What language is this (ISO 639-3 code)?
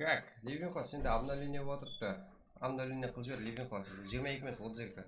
kaa